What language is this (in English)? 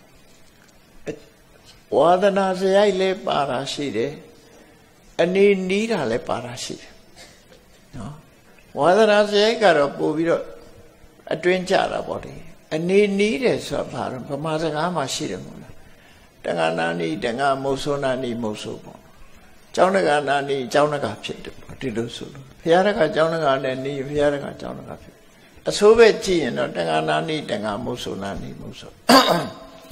Burmese